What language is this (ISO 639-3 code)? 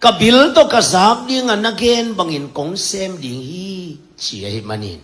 ctd